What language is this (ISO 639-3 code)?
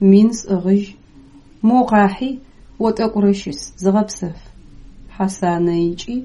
ady